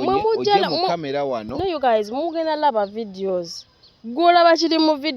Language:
Ganda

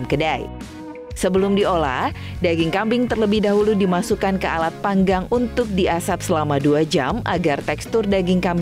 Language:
Indonesian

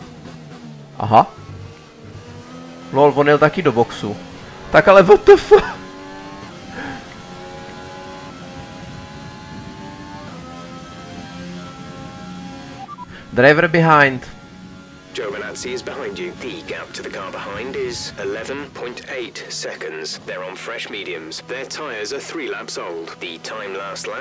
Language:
Czech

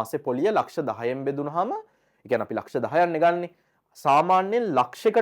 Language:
Sinhala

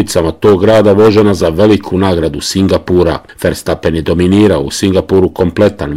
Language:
Bosnian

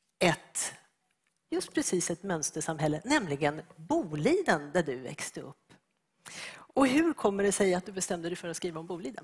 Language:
Swedish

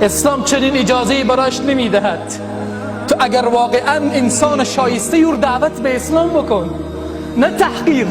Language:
Tajik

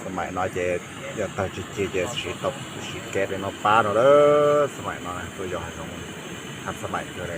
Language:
Hmong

